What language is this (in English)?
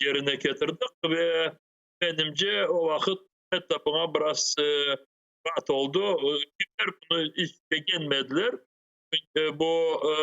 Crimean Tatar